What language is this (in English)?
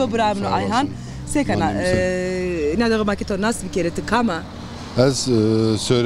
Zaza